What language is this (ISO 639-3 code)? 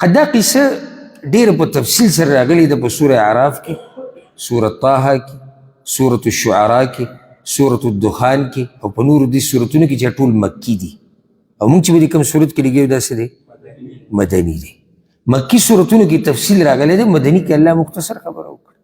pus